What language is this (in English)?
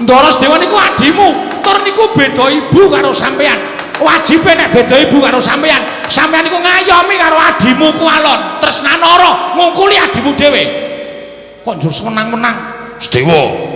Javanese